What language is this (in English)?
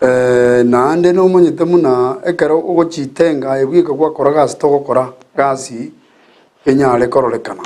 Gusii